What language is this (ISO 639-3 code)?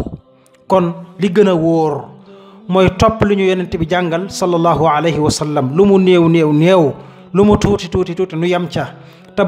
wol